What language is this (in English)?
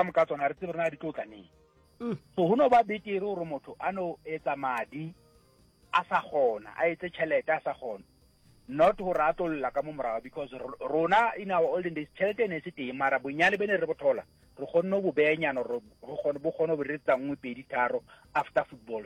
Northern Sotho